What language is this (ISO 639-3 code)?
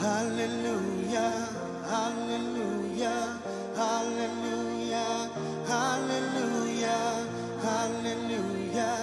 mah